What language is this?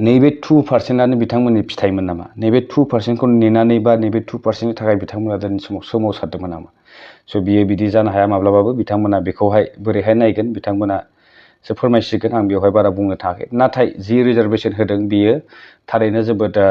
Bodo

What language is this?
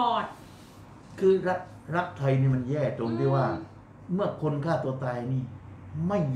Thai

